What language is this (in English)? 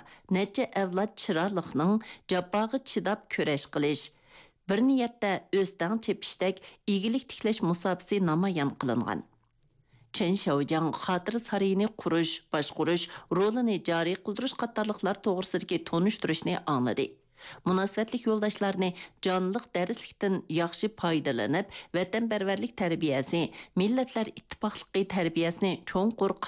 Uyghur